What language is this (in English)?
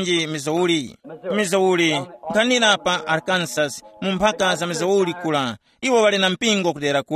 Tumbuka